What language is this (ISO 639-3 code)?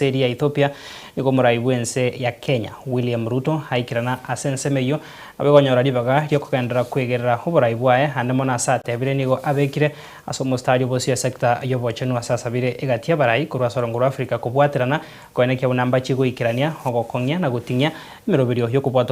guz